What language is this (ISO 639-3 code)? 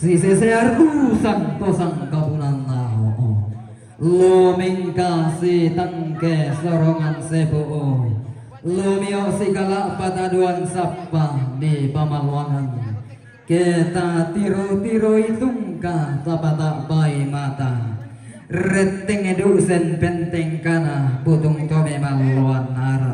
sda